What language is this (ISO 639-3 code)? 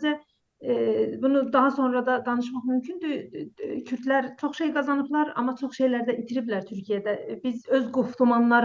azb